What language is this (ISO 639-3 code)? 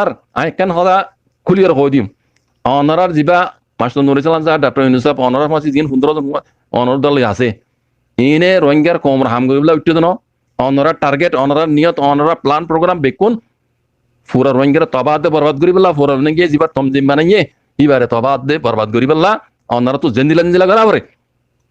rhg